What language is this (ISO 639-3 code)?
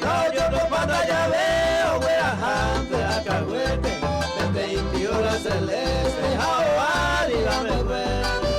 grn